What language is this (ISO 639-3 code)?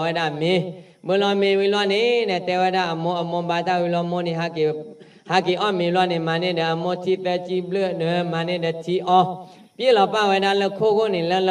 ksw